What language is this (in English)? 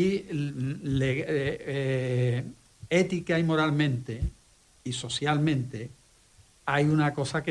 Spanish